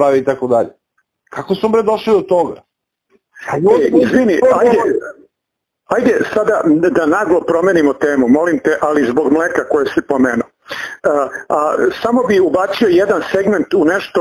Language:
Serbian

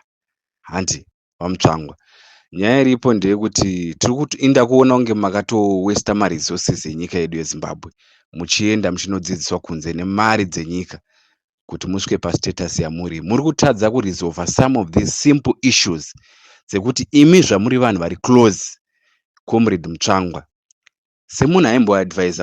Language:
Shona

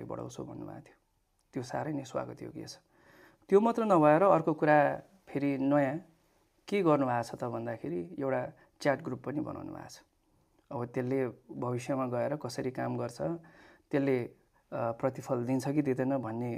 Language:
Nepali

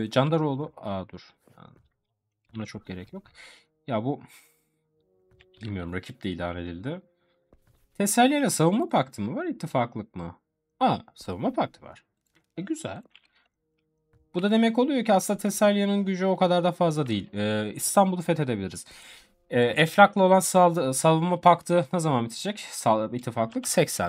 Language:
Turkish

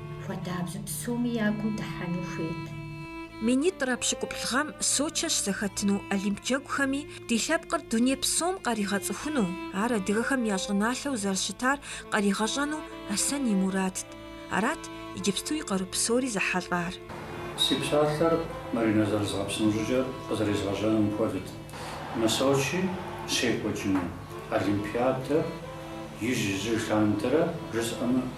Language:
Kabardian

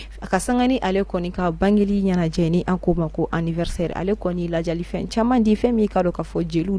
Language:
Bambara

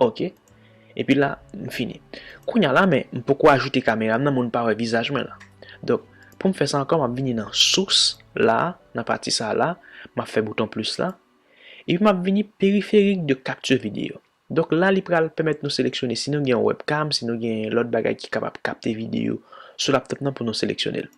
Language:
Haitian Creole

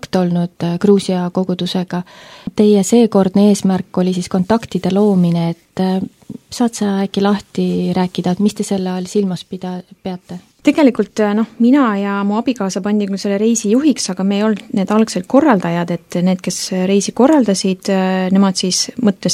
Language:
Estonian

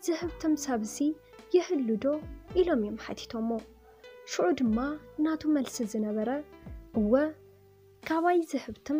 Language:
Tigrinya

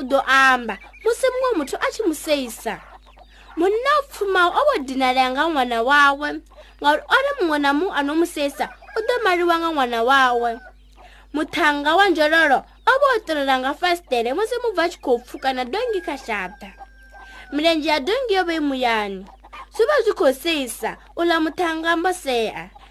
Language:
Venda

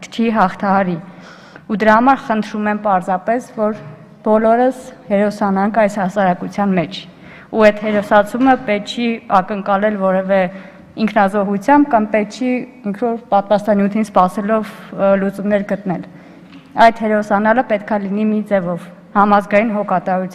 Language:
Armenian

